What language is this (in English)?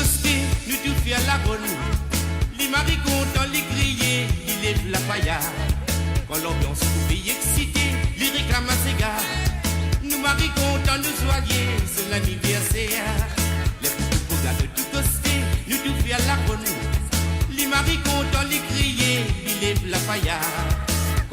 Morisyen